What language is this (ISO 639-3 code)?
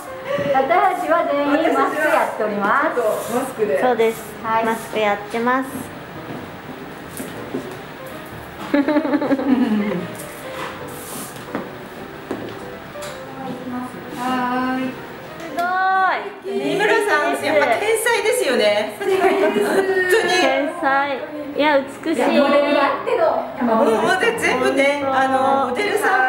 jpn